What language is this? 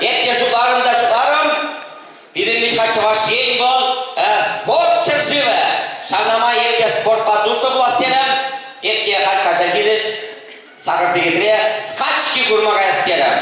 Chuvash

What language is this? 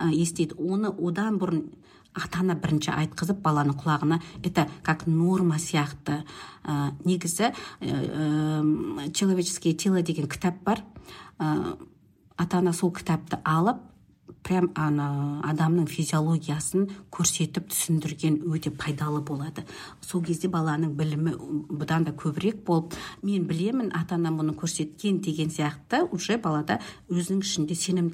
Kazakh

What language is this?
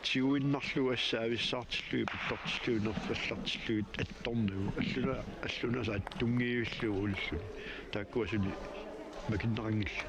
Kalaallisut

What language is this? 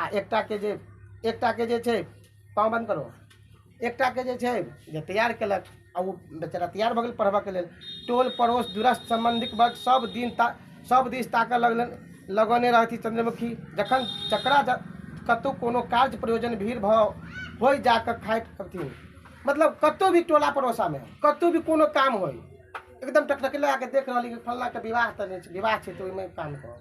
Maithili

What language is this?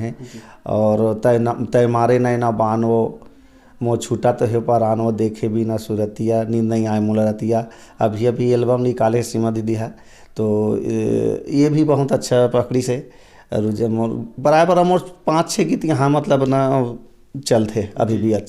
Chhattisgarhi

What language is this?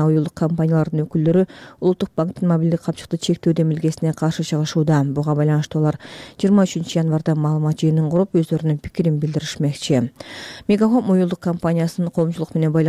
Kyrgyz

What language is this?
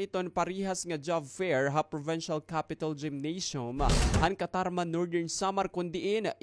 Waray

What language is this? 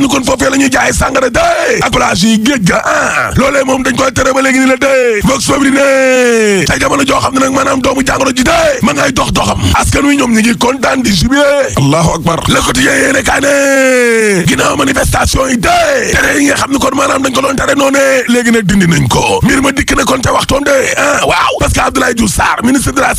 Wolof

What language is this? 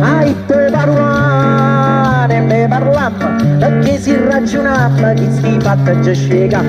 Neapolitan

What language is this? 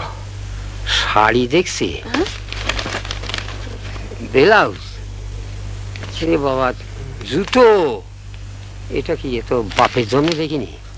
Bangla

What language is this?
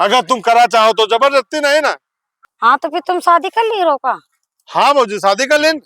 Awadhi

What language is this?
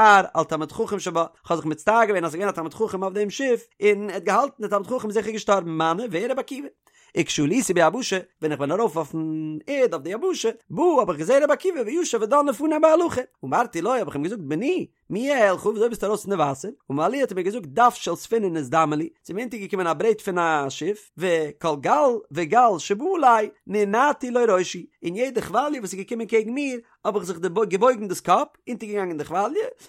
Yiddish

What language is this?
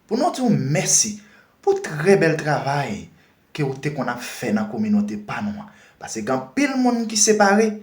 Haitian Creole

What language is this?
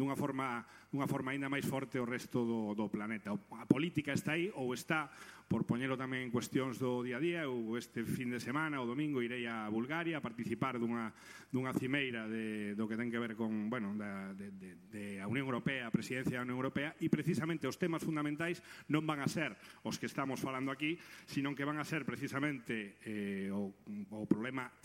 Galician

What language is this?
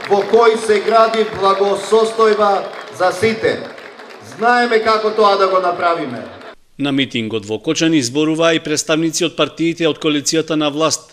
Macedonian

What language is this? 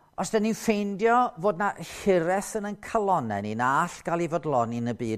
Welsh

